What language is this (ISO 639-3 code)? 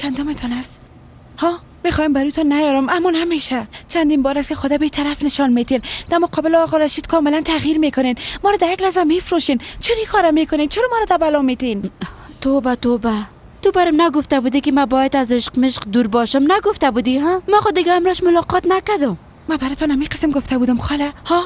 fas